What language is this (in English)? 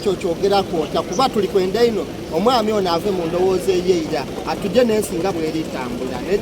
Soga